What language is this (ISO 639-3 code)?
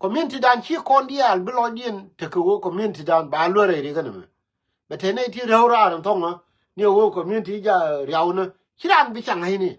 nus